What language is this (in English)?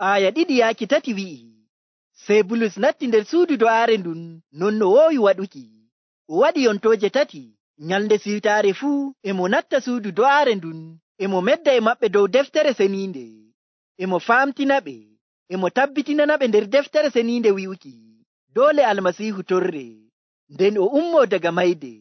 Nigerian Fulfulde